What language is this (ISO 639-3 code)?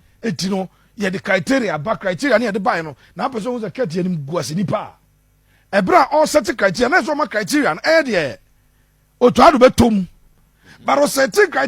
aka